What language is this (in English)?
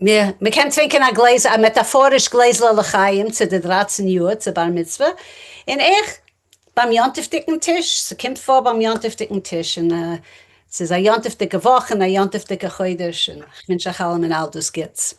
Yiddish